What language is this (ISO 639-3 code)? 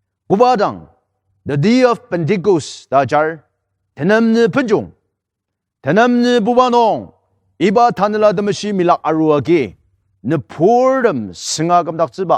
njo